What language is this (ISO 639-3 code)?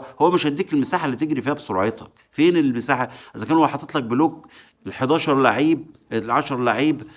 arz